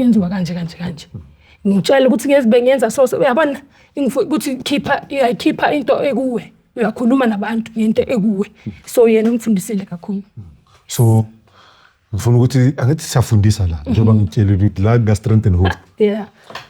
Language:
Zulu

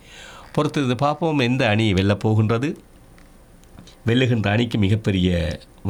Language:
Tamil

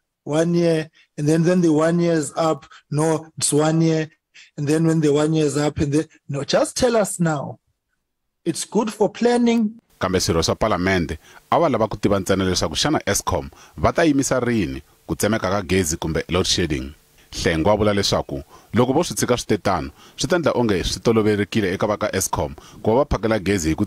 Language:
Tsonga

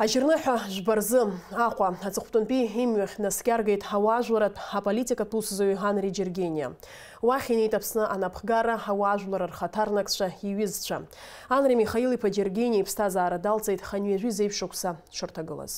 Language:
Abkhazian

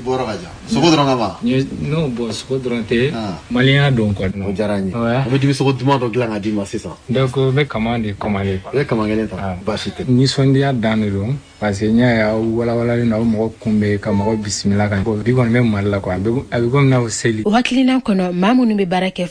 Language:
Bambara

